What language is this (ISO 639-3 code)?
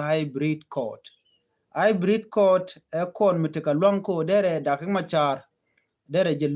nus